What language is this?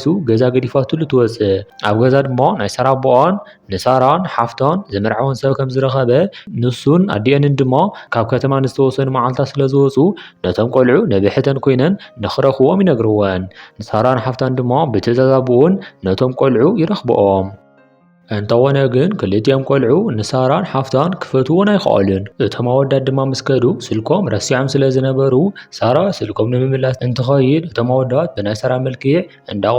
Tigrinya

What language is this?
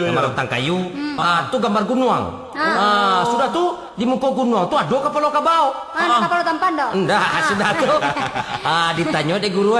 Minangkabau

